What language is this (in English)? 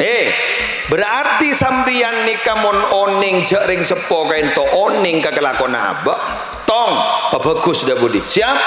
Madurese